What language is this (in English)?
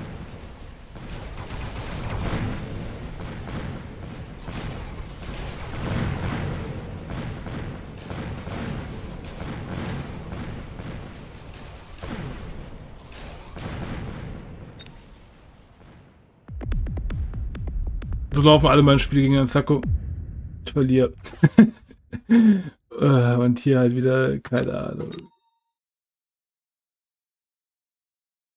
German